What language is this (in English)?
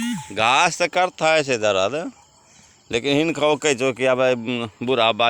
Angika